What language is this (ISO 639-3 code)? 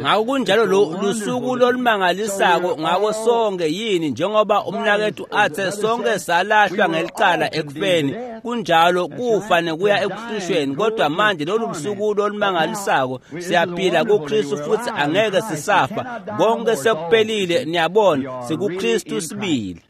ssw